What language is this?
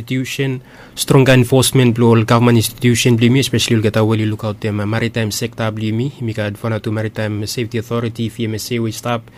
Bislama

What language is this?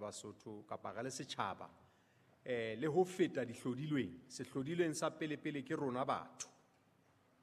Southern Sotho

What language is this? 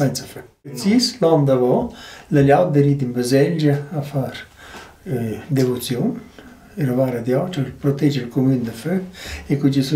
Romansh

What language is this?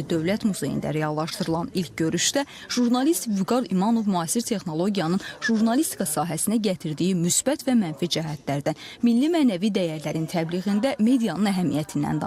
Azerbaijani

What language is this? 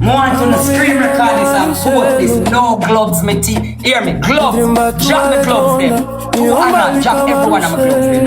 Jamaican Creole English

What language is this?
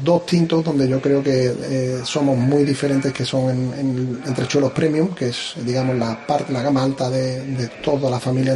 Spanish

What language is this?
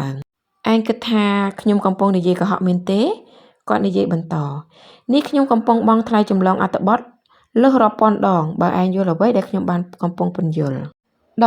Khmer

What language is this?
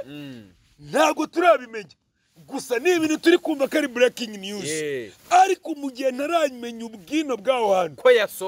Kinyarwanda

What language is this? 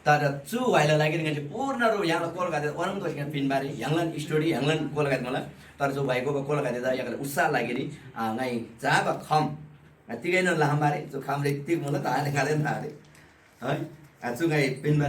Eastern Tamang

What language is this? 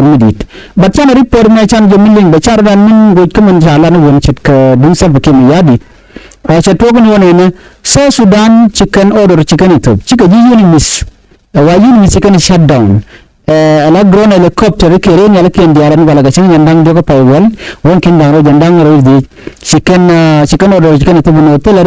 Nuer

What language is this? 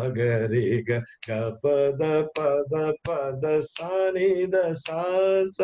Telugu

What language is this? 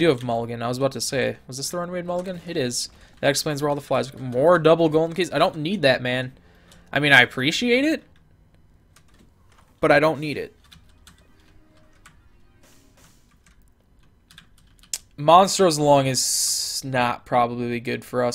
English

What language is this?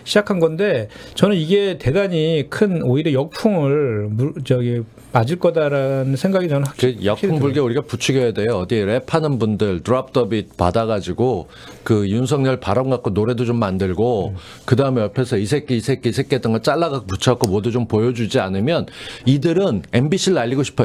Korean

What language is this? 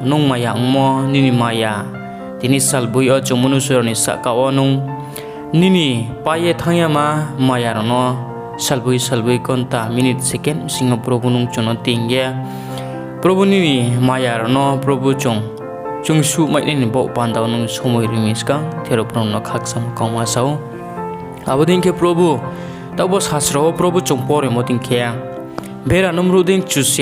Riang (India)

